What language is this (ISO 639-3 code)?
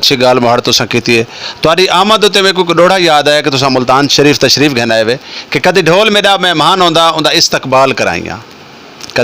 skr